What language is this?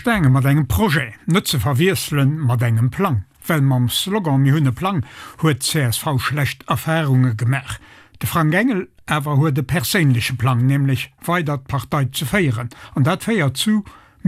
Luxembourgish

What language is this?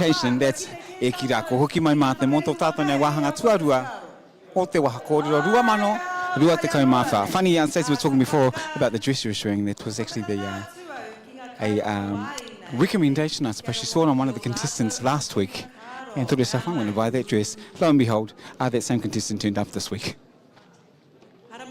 Māori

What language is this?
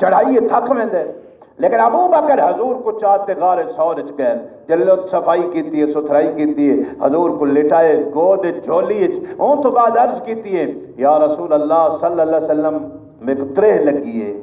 Saraiki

